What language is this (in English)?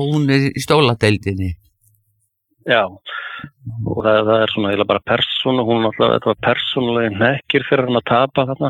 Icelandic